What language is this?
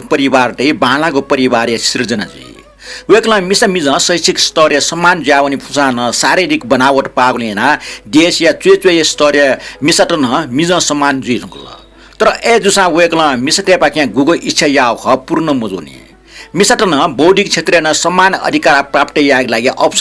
Newari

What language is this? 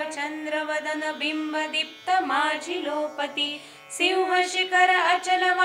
Marathi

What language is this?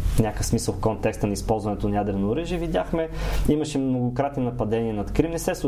Bulgarian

